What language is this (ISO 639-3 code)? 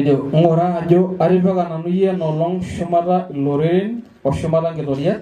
mas